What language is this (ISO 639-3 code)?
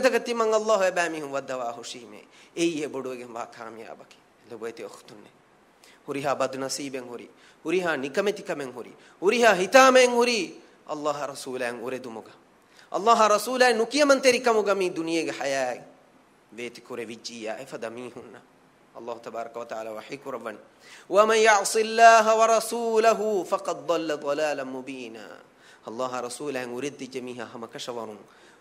div